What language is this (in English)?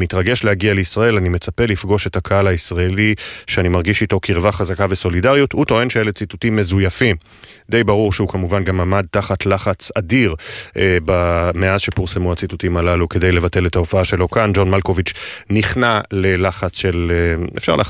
Hebrew